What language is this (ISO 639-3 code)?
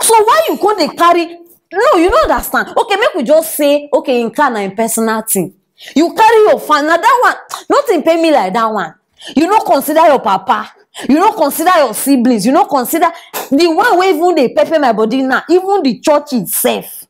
pcm